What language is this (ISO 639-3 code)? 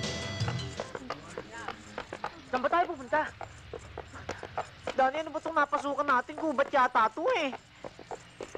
fil